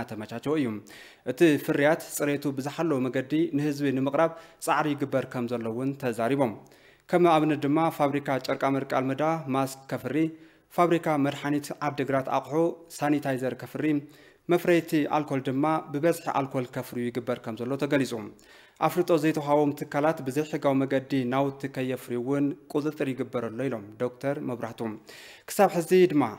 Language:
Tigrinya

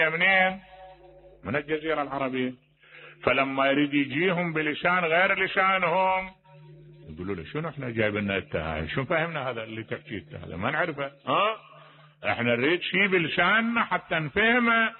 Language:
Mesopotamian Arabic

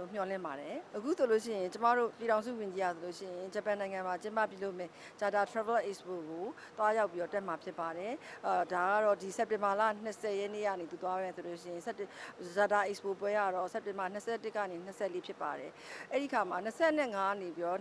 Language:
Burmese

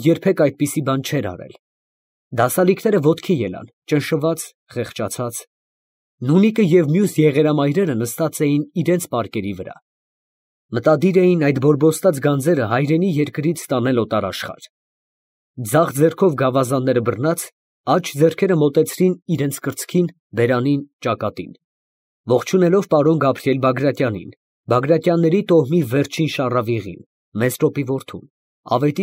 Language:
Armenian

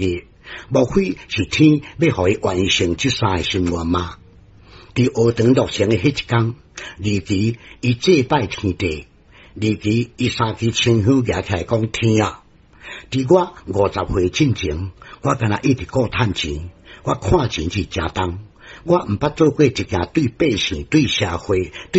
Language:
Min Nan Chinese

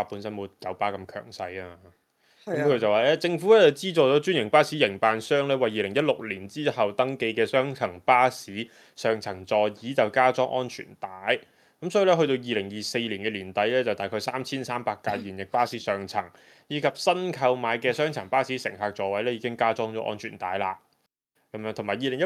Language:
Cantonese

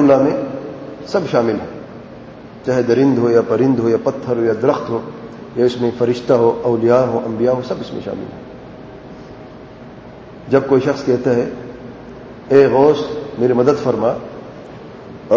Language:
Urdu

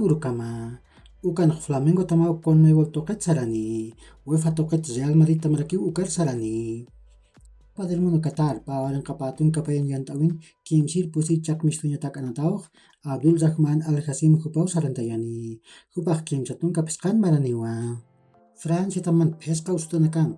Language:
Aymara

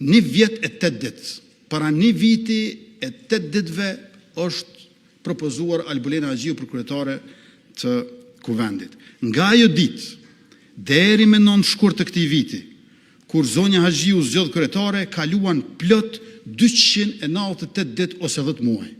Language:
Albanian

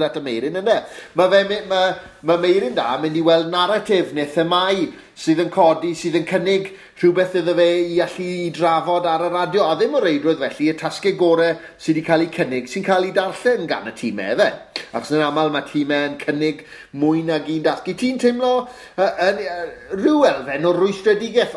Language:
Welsh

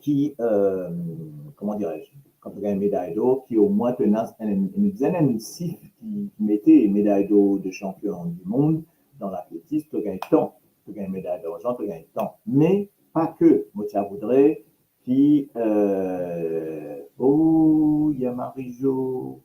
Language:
Morisyen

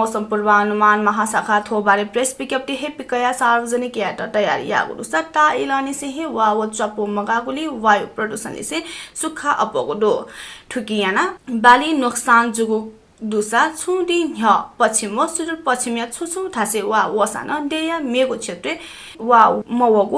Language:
Newari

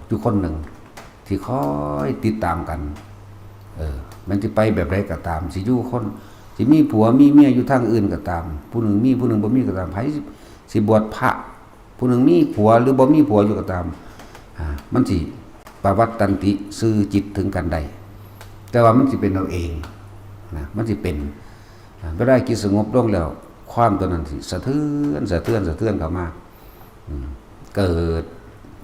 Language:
Northeastern Thai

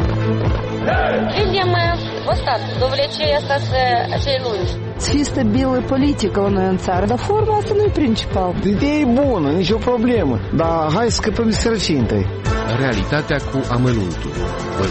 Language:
Romanian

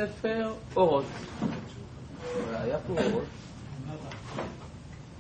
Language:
Hebrew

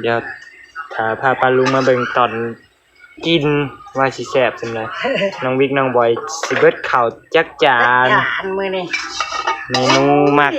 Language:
Northeastern Thai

